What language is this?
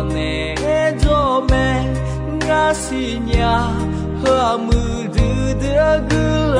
Akha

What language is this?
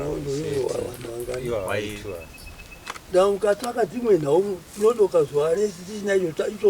Shona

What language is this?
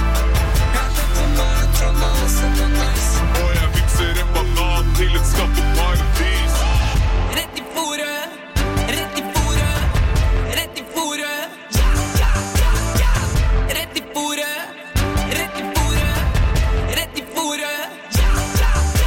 Norwegian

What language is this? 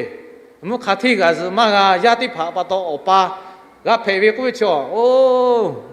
Lahu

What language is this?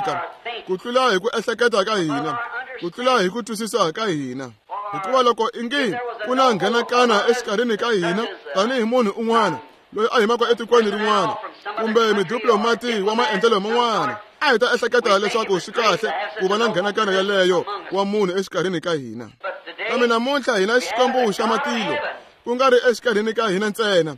Tsonga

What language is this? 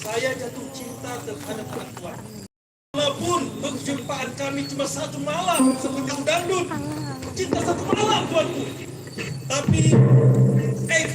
Banjar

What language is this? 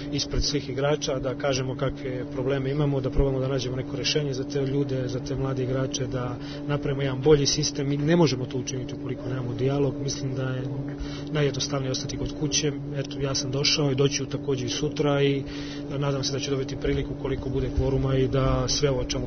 Serbian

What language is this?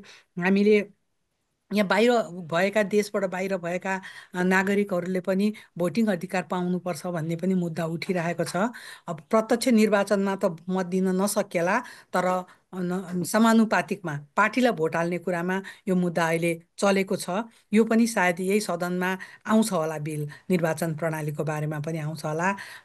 Nepali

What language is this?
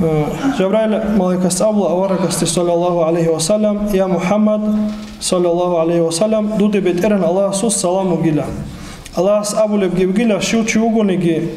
Avaric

